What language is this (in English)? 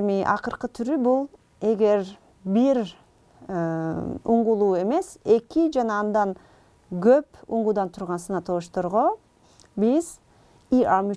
Kyrgyz